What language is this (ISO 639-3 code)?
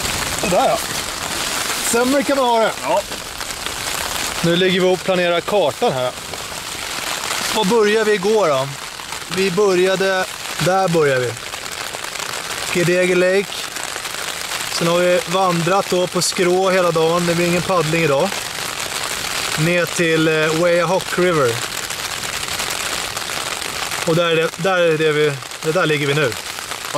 swe